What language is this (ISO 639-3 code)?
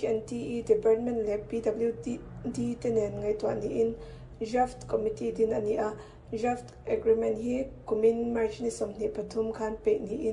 lus